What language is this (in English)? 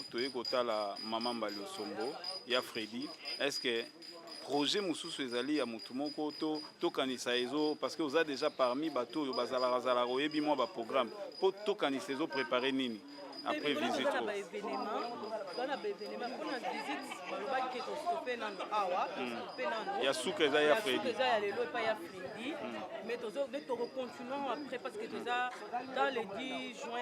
Lingala